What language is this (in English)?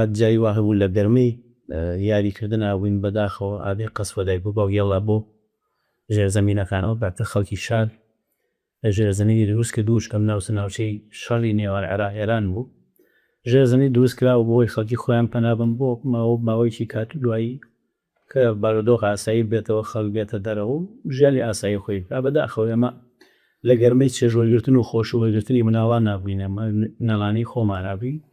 Central Kurdish